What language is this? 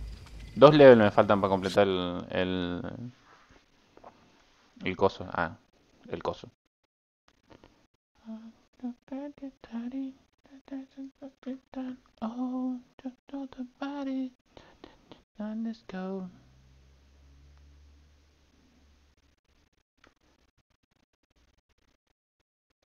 Spanish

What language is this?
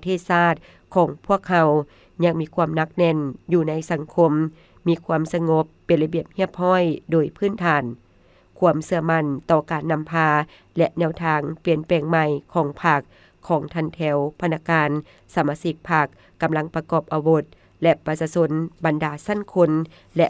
Lao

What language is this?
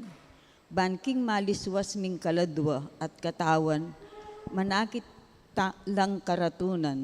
Pampanga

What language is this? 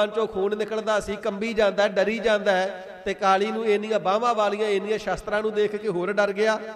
Punjabi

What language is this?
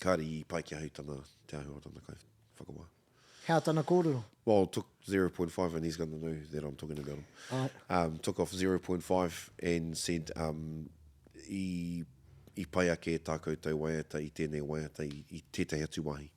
Māori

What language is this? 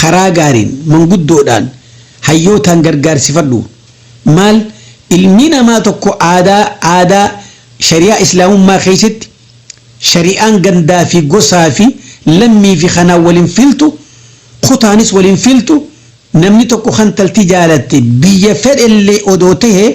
Oromo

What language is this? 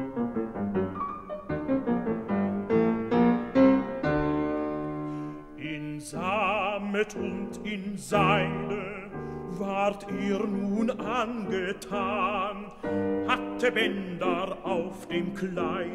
German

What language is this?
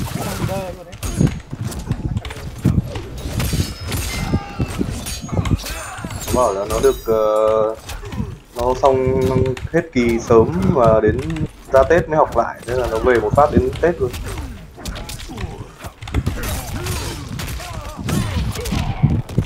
Vietnamese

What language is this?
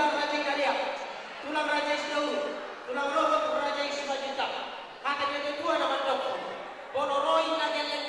Batak Toba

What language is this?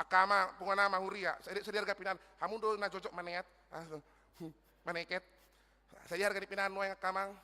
Batak Toba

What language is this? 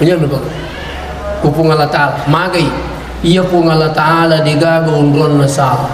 Buginese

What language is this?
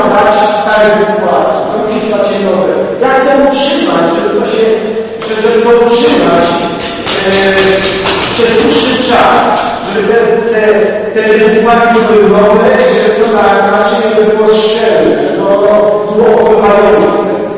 Polish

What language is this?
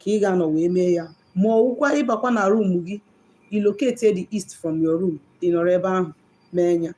Igbo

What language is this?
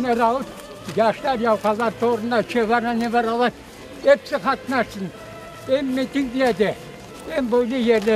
Crimean Tatar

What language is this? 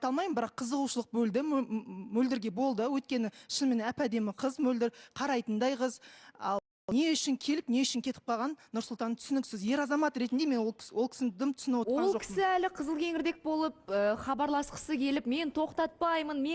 Kazakh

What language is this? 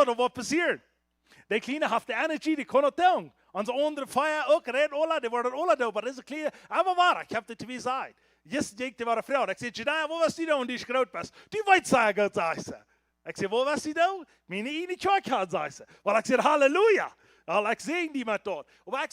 Plautdietsch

